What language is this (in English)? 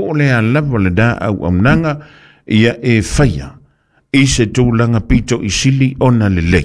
Samoan